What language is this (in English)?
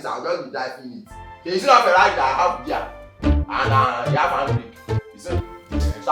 Nigerian Pidgin